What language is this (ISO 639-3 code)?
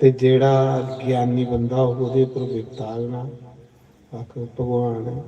doi